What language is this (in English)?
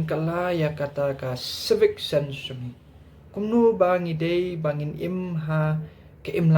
Khasi